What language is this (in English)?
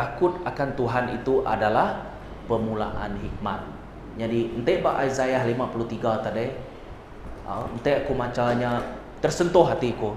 Iban